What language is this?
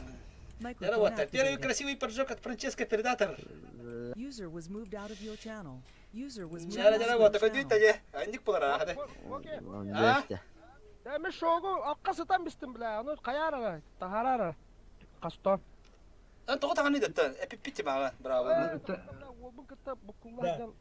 Yakut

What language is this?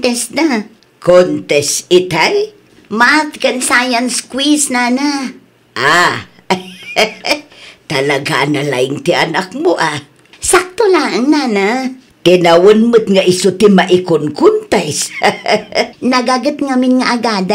Iloko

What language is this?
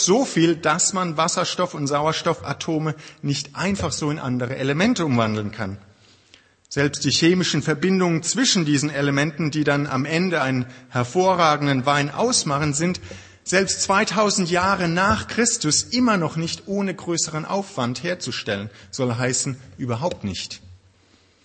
German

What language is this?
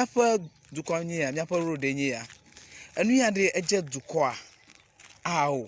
Ewe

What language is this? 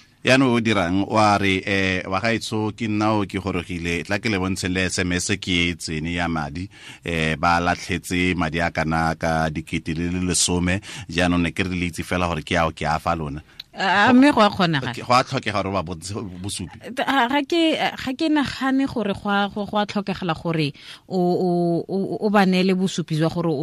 Tswana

